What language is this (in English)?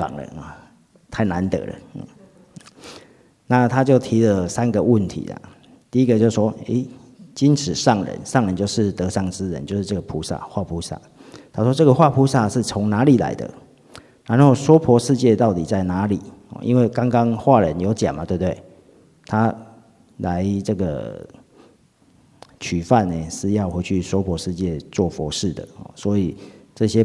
Chinese